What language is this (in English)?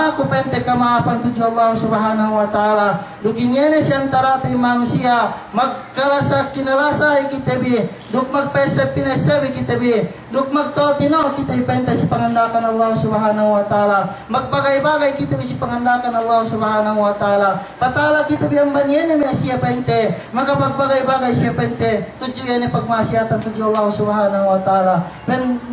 Yakan